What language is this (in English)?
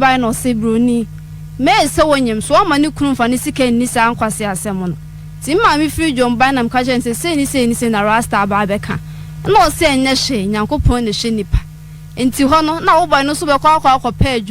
Akan